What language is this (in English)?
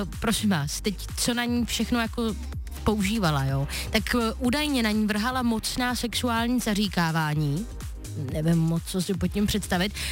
Czech